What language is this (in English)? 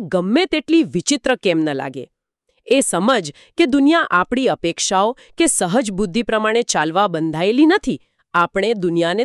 Gujarati